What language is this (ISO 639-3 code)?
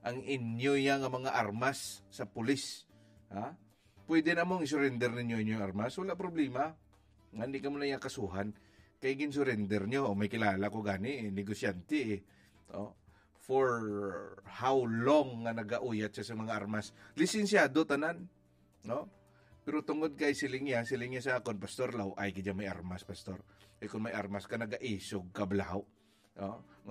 hil